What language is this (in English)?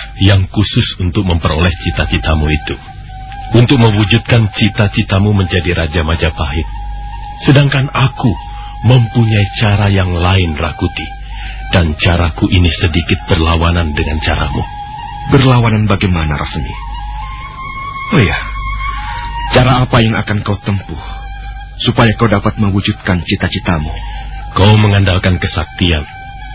Indonesian